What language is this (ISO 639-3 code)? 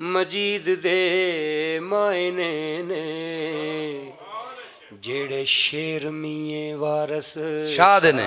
lah